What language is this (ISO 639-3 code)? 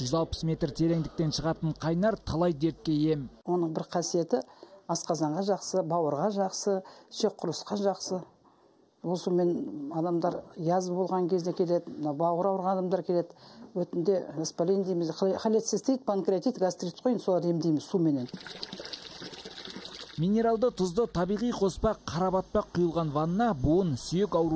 kaz